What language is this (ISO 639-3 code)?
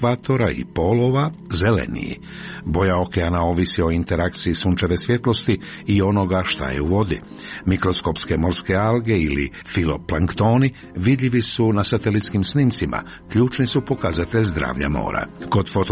hrv